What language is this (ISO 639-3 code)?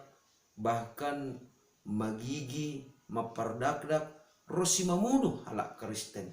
bts